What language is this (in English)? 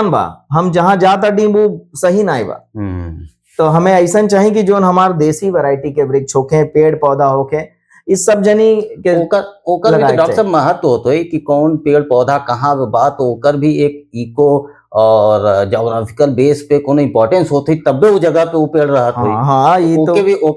Bhojpuri